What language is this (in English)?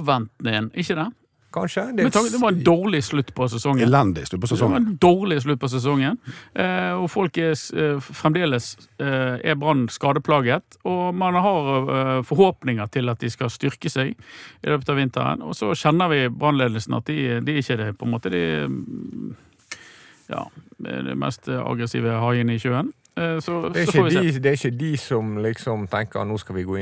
Norwegian